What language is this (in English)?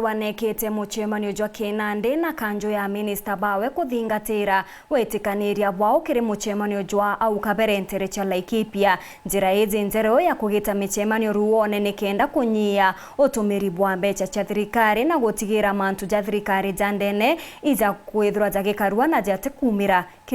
Meru